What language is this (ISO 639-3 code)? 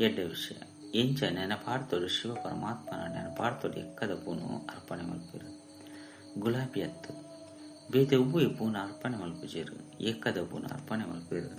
tcy